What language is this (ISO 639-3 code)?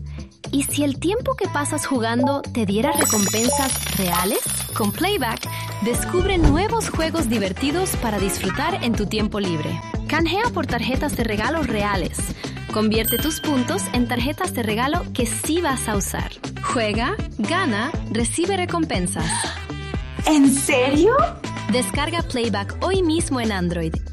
spa